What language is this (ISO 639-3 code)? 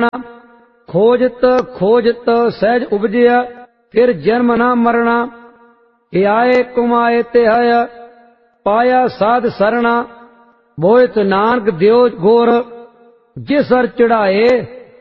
pan